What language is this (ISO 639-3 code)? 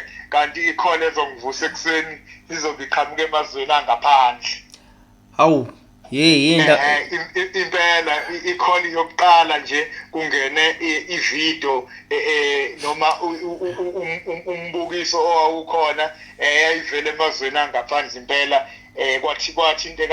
zul